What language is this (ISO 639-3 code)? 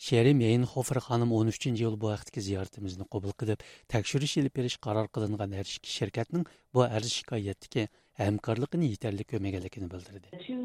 uig